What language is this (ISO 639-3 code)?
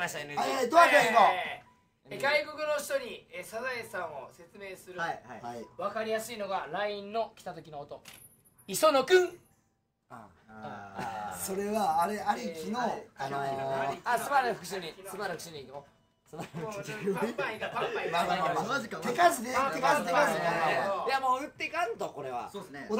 jpn